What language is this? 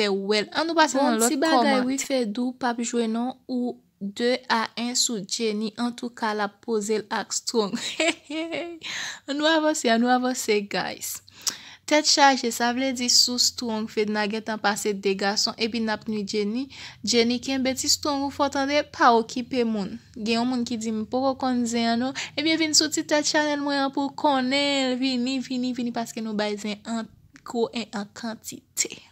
Haitian Creole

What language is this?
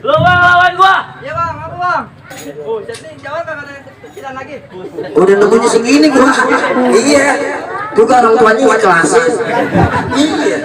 Betawi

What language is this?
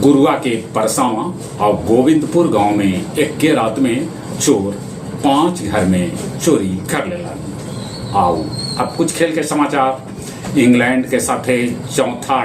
Magahi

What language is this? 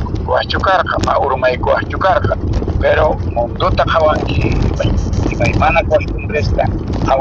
Quechua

